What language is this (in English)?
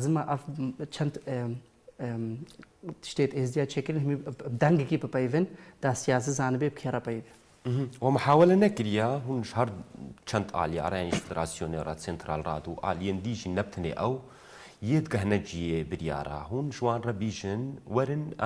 Kurdish